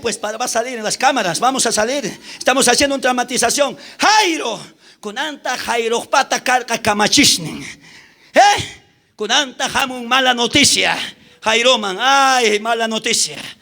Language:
South Bolivian Quechua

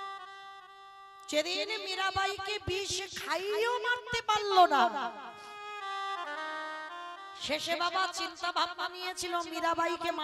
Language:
Bangla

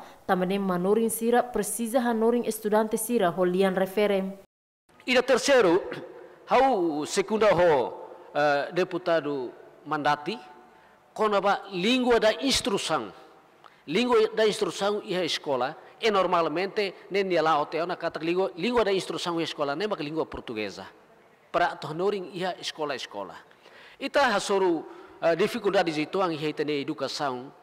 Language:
Tetum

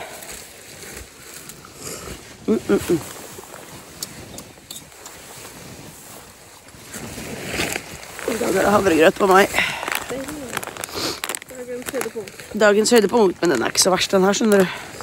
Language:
Norwegian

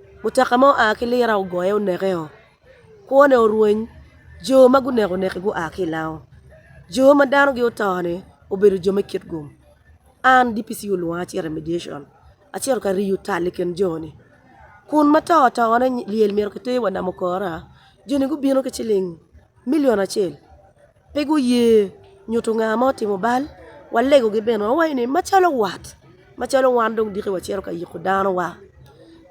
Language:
Acoli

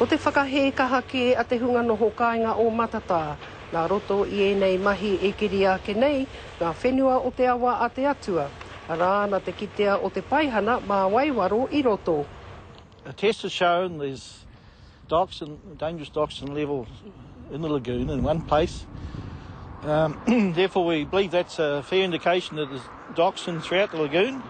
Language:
Māori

